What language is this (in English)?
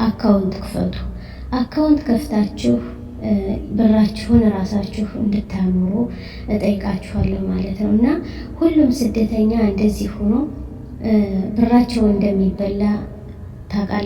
Amharic